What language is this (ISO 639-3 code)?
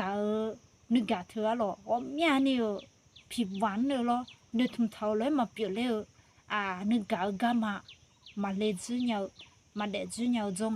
ahk